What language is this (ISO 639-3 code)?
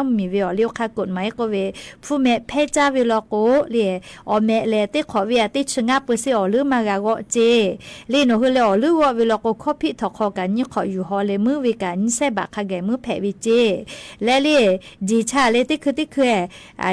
lhu